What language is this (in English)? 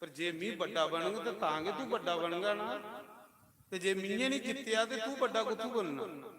Dogri